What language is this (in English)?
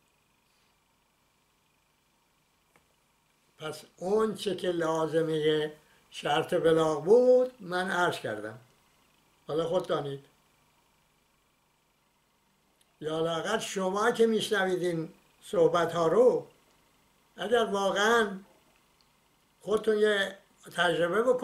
Persian